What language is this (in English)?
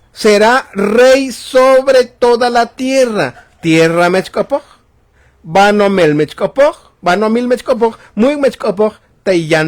Tzotzil